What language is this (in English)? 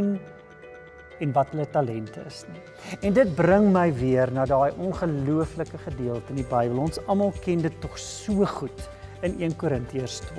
Afrikaans